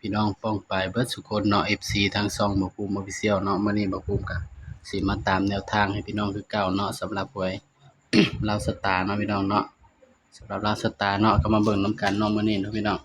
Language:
Northeastern Thai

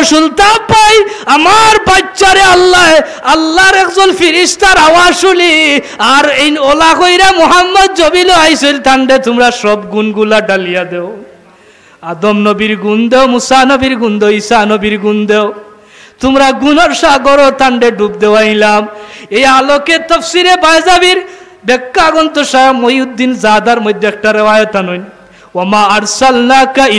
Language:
Sylheti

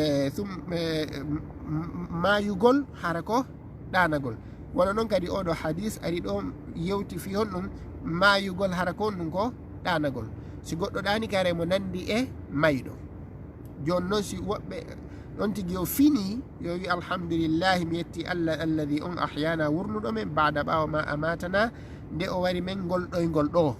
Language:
Fula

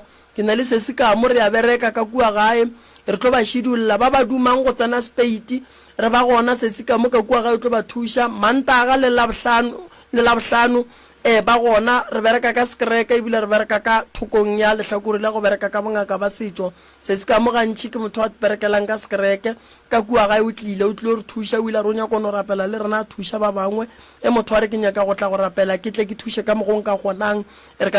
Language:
Northern Sotho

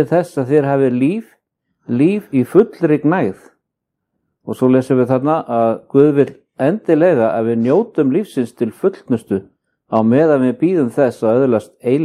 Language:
Icelandic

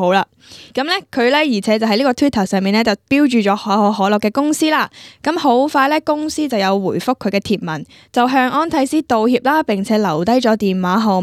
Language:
Cantonese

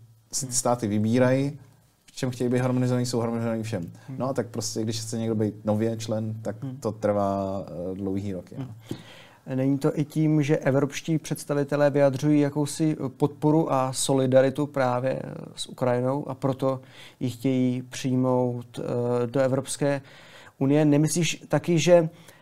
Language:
Czech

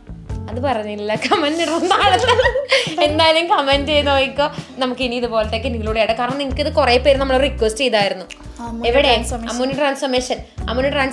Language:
Malayalam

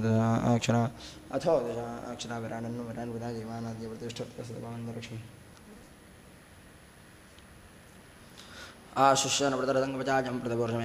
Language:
Sanskrit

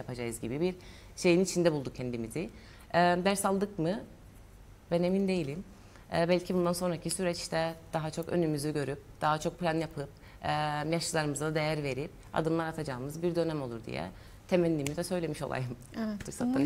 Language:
Turkish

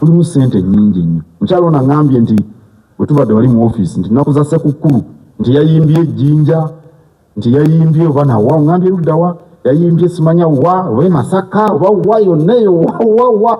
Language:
Ganda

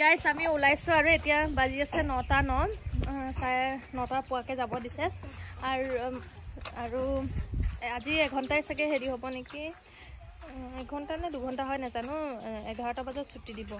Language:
Assamese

